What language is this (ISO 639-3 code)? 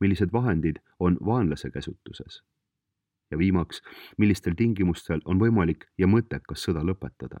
est